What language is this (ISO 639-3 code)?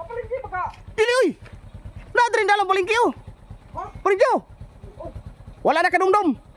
ceb